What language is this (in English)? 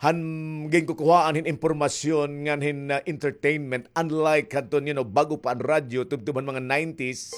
Waray